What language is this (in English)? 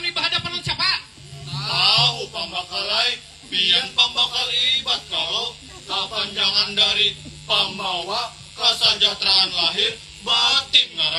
Banjar